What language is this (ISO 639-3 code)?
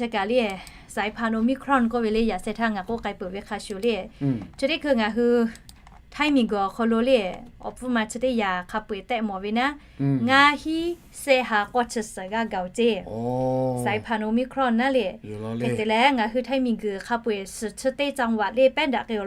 lhu